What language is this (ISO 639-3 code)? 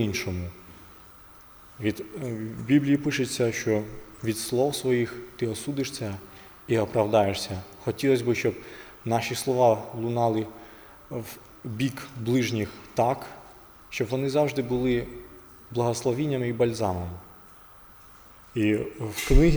ukr